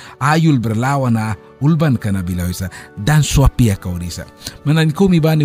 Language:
Mískito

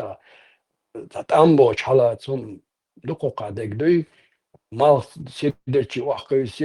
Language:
Chechen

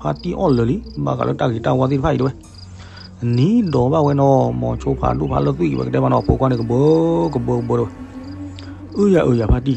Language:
S'gaw Karen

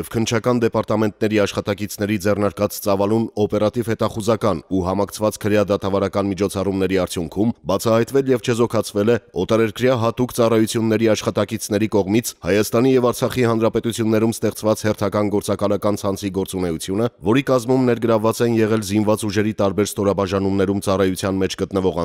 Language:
Armenian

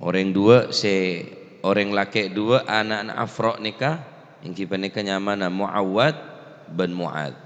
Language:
Madurese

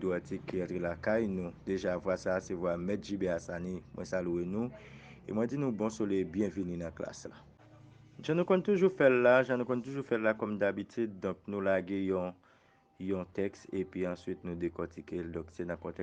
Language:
Haitian Creole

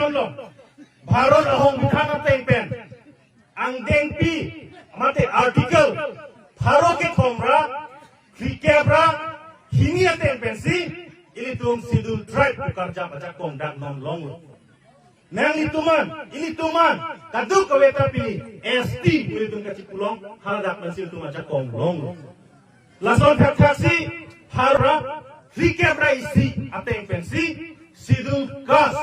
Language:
Karbi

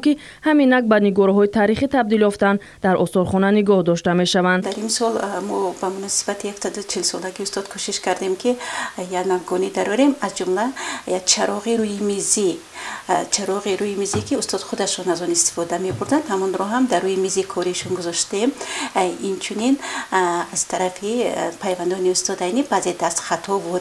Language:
Tajik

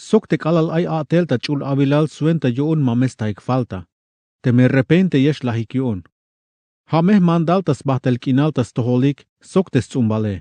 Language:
Tzeltal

